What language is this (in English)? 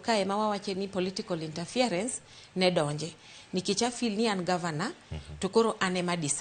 Luo (Kenya and Tanzania)